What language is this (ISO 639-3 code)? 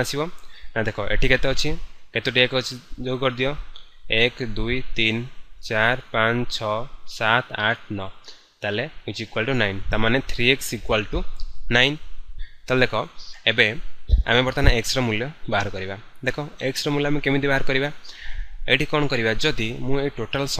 ori